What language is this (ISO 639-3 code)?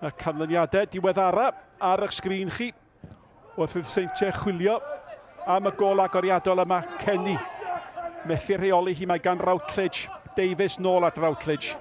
cym